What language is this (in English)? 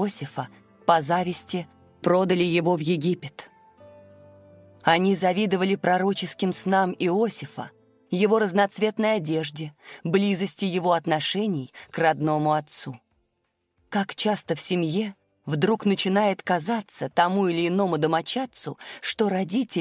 Russian